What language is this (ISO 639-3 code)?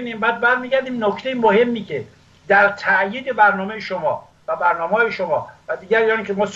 fas